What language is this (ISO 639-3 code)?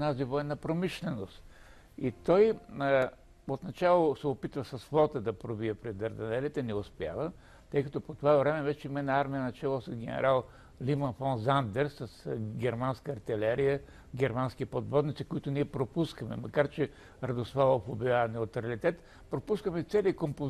bul